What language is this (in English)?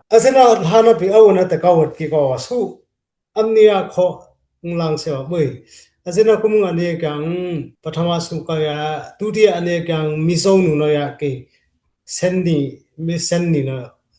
Dimasa